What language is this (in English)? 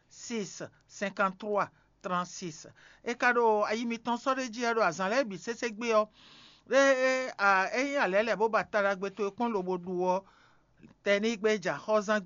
Fon